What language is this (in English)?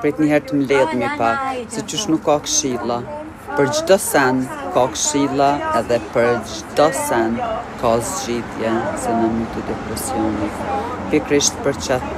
Albanian